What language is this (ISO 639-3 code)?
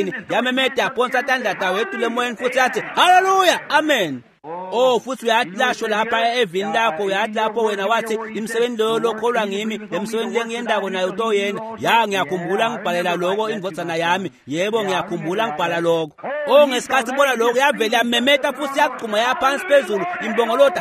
ssw